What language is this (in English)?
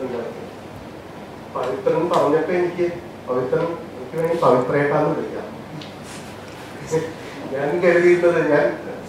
Malayalam